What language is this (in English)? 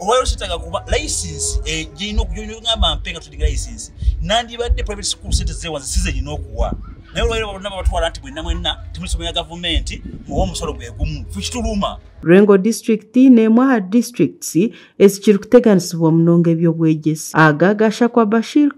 Nyankole